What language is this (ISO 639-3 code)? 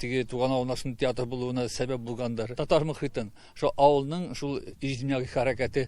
tat